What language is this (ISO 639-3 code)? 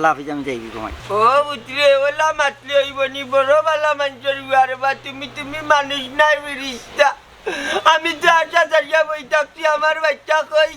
syl